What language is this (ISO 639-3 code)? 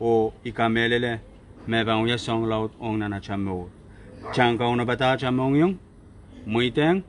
pon